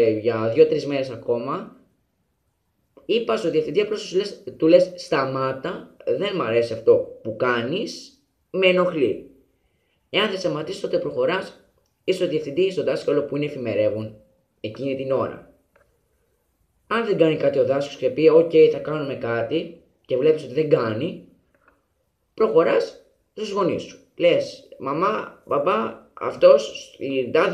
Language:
Greek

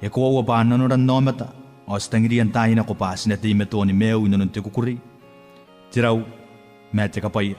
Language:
Gilbertese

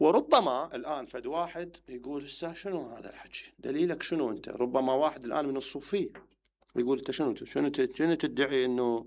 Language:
Mesopotamian Arabic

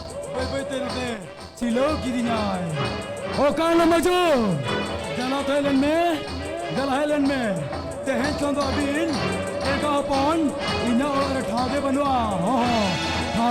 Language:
Santali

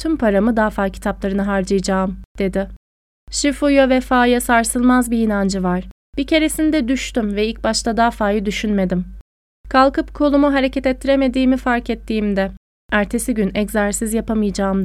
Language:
Turkish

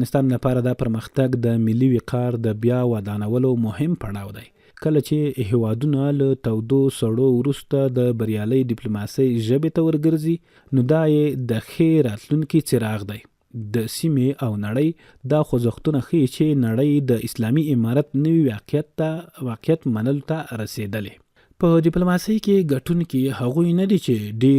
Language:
Pashto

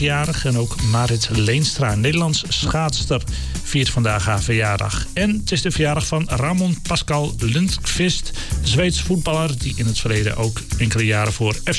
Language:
Dutch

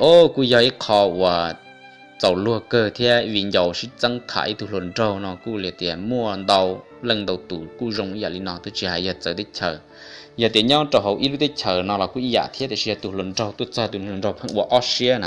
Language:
Hmong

